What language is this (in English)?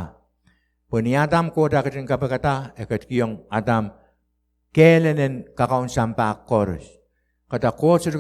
Pohnpeian